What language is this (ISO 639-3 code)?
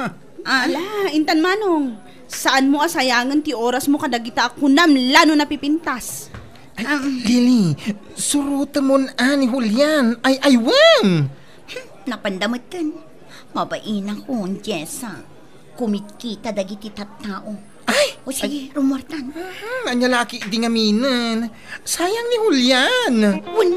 ilo